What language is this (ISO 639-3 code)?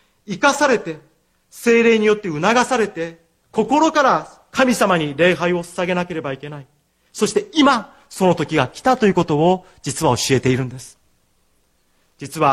jpn